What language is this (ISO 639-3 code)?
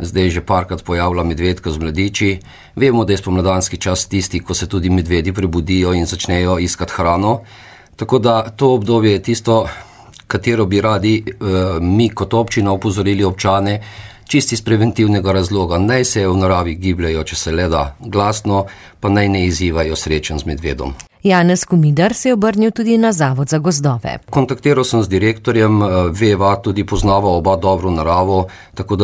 slv